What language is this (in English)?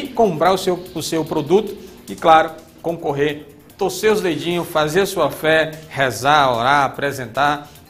Portuguese